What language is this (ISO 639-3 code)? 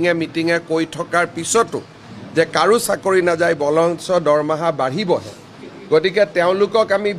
asm